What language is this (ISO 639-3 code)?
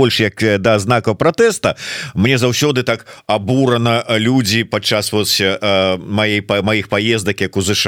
bel